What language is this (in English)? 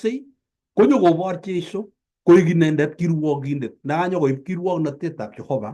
Kalenjin